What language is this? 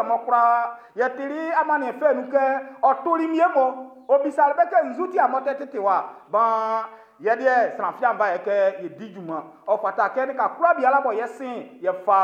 Baoulé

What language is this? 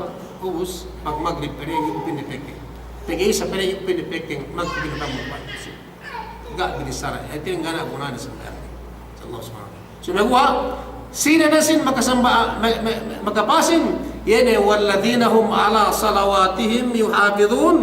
Yakan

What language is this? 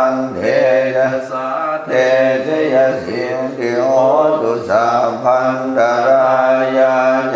Pali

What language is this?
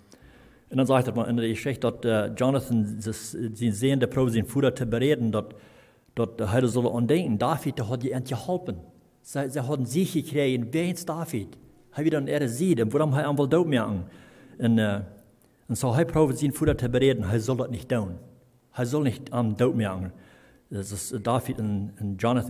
Plautdietsch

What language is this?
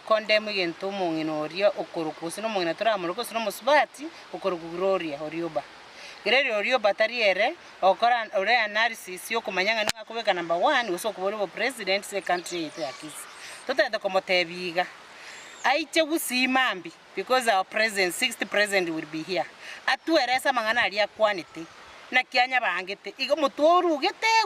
Gusii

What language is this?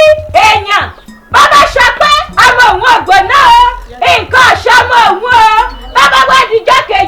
Yoruba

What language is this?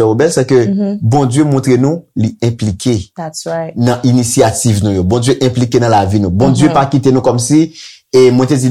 Haitian Creole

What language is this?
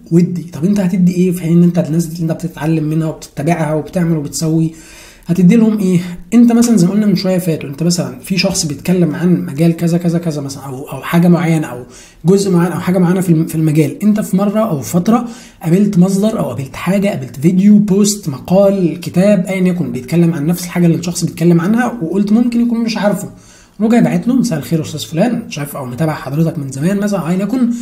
Egyptian Arabic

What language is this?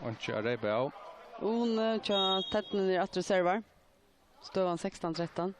Faroese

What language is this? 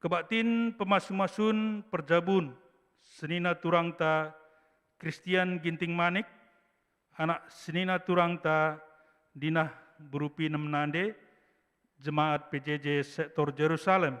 Batak Karo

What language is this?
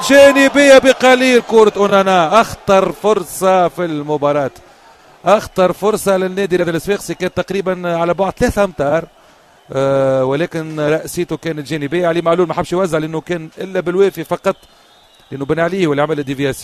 Tunisian Arabic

